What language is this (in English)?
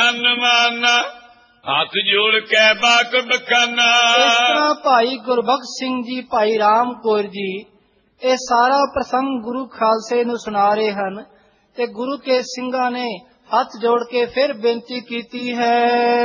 Punjabi